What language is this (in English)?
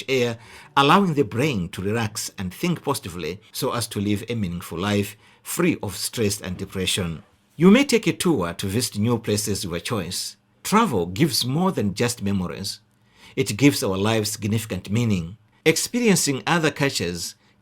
English